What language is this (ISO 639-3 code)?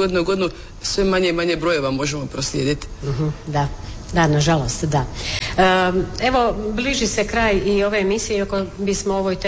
hrv